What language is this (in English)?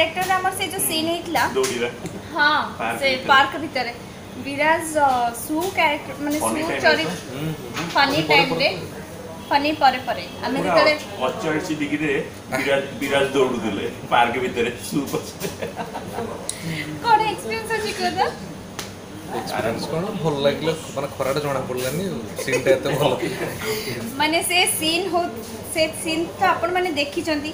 Odia